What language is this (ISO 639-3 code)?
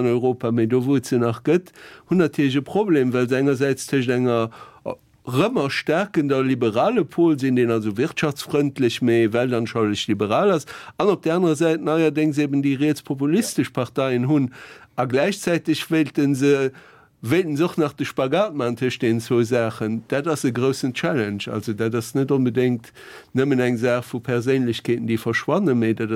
ltz